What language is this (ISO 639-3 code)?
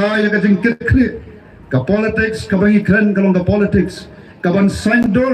kha